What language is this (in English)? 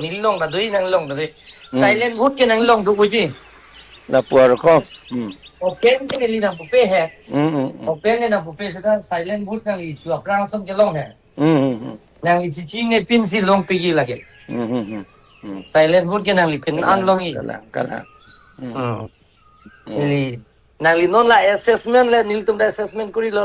Karbi